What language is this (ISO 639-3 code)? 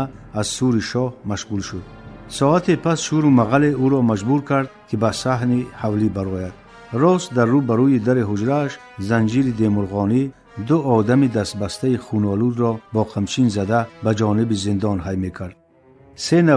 tgk